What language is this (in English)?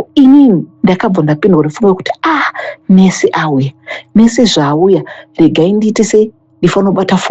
Shona